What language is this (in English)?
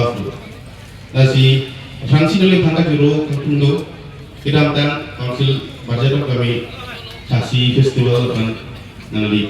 Karbi